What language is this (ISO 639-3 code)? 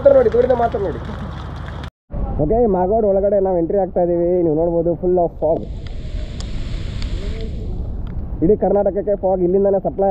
kan